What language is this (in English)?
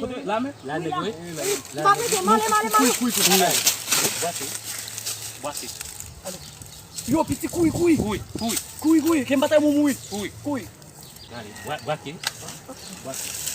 Haitian Creole